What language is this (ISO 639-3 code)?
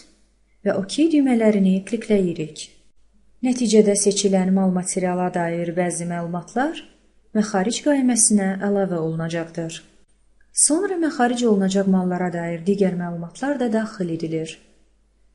aze